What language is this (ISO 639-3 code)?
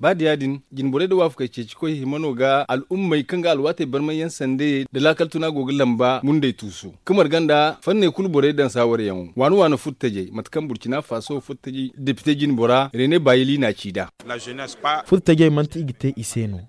dje